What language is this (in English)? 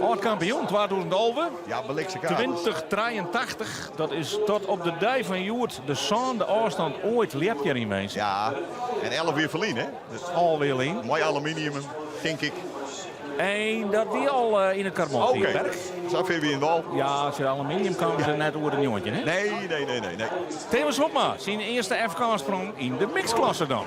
Western Frisian